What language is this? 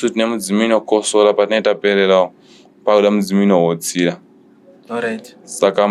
Shona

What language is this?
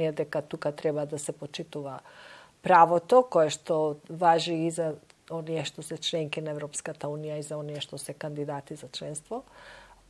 Macedonian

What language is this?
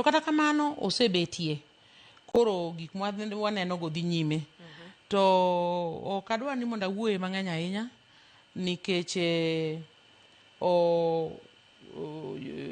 Luo (Kenya and Tanzania)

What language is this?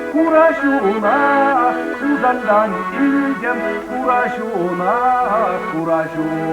Chuvash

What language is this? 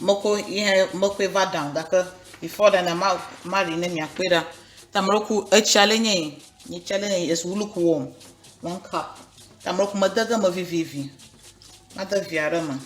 Ewe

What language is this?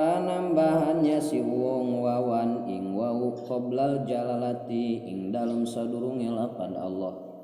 Sundanese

